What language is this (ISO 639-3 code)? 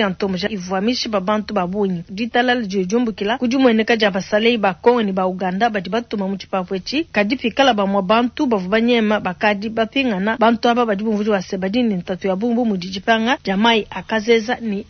lua